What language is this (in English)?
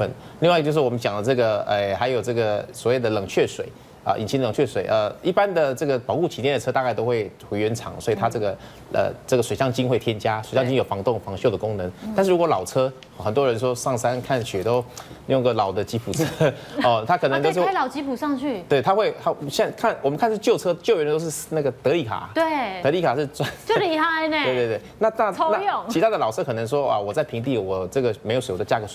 Chinese